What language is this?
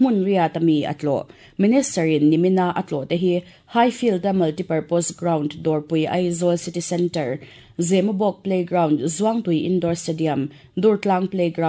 Mizo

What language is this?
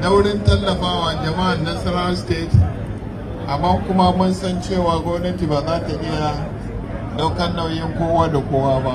Hausa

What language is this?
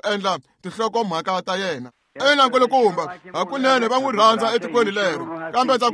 Tsonga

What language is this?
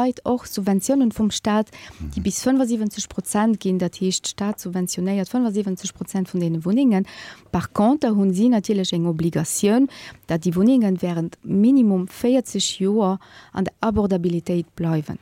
Luxembourgish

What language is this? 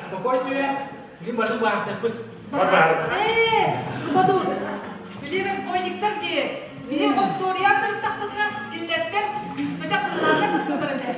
Yakut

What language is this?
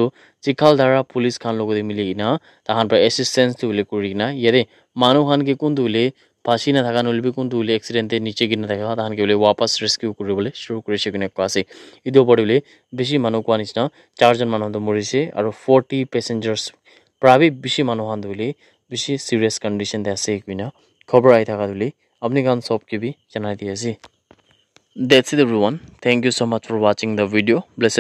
Naga Pidgin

